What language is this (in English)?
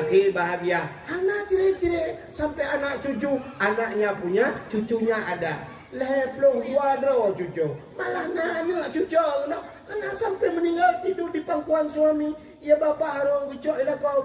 Achinese